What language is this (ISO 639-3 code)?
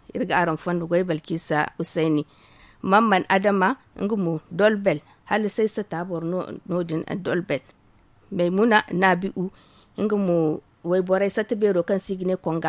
dje